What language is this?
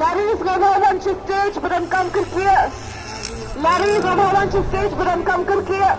Khasi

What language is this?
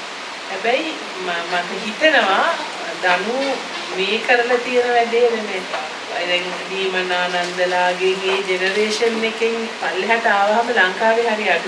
Sinhala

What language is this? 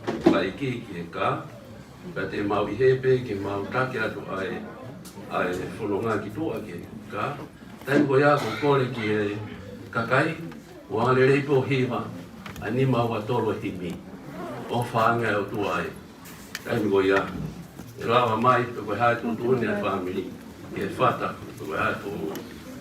Tongan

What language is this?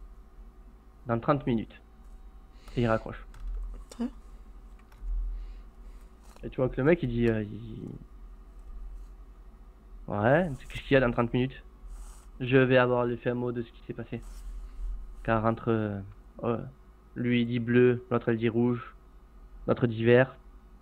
French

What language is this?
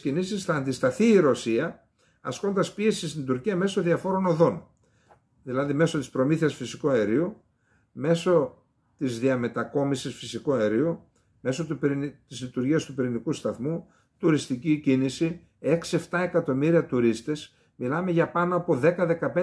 Greek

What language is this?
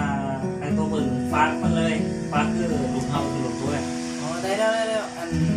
Lao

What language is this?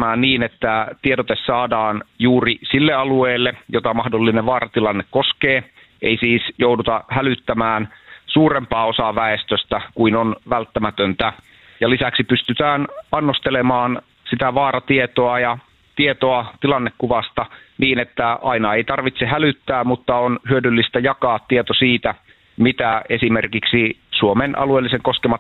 Finnish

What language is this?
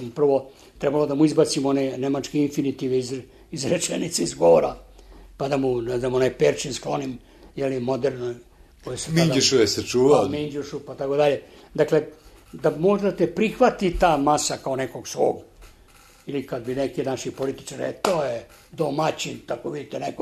Serbian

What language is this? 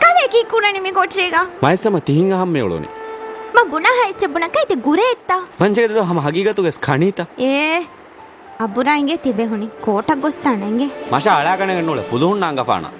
Divehi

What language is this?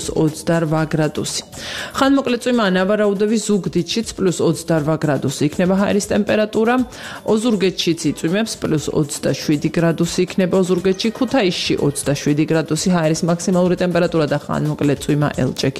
Georgian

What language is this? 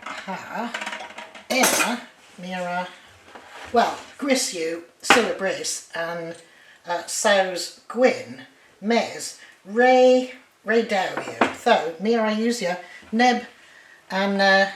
Cornish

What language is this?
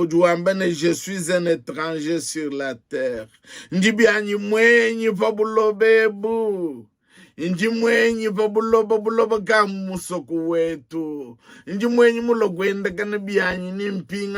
Luba-Lulua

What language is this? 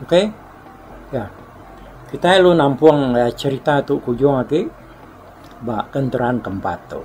Iban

